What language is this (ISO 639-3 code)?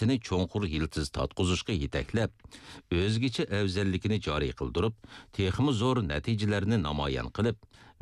uig